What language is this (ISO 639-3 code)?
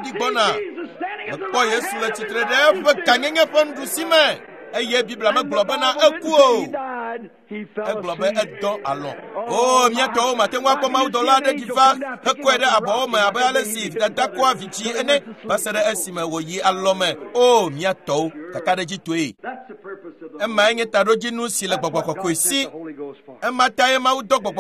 ewe